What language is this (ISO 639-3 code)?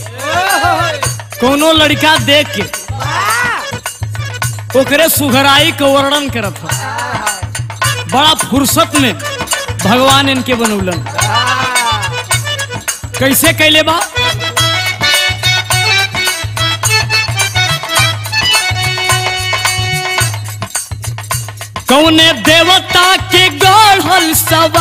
bho